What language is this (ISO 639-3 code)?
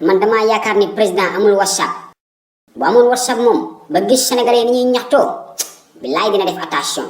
wol